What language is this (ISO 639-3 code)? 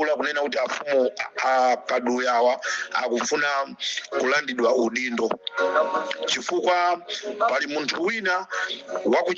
nya